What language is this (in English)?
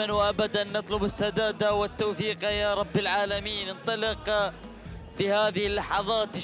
Arabic